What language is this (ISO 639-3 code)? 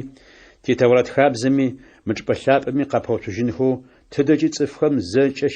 ady